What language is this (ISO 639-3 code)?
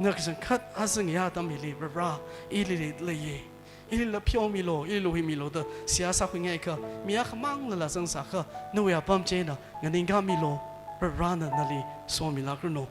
nmf